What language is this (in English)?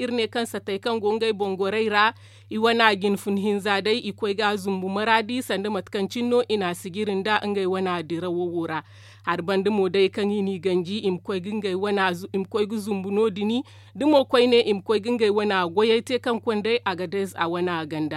Zarma